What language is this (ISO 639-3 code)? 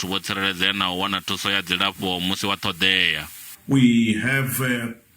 ven